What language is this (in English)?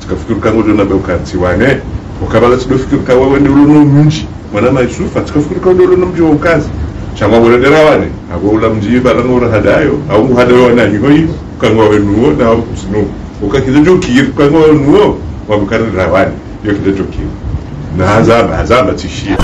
Ngazidja Comorian